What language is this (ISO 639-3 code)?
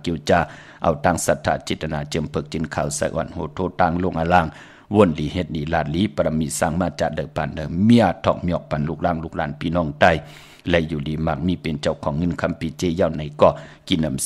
shn